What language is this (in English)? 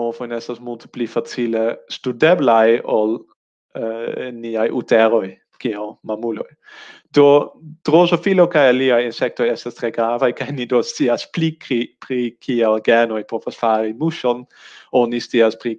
Esperanto